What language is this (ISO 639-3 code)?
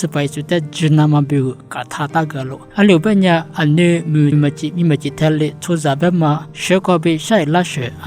lis